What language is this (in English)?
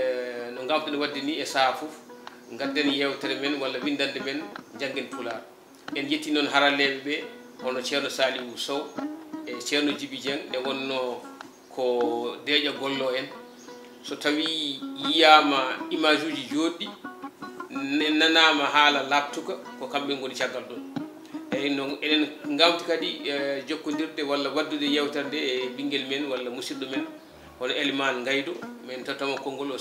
Fula